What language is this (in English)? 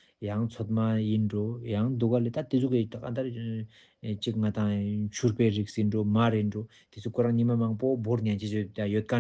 Ladakhi